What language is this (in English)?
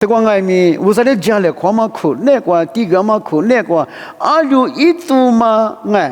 Lisu